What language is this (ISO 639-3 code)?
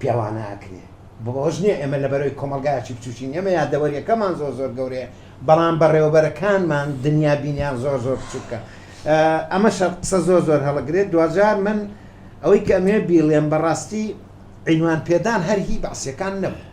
ckb